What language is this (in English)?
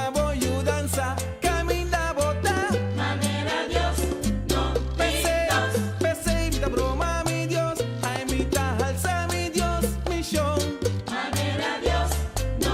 Papiamento